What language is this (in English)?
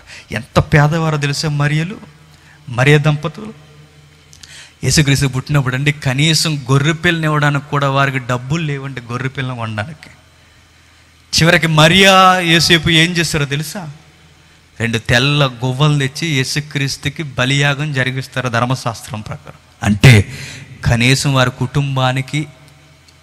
Telugu